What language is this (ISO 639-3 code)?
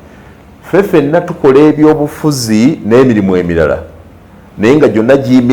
lug